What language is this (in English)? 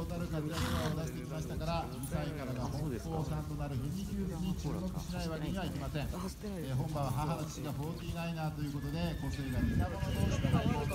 Japanese